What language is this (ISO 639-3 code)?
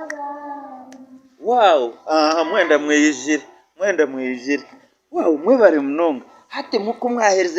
nyn